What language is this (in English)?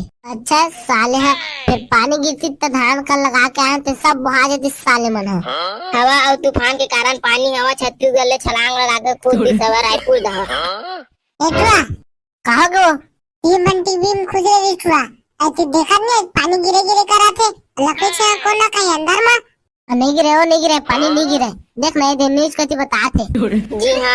Chhattisgarhi